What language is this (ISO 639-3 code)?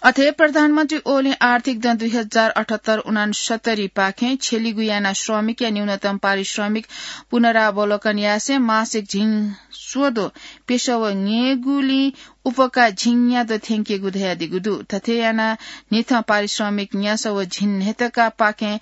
new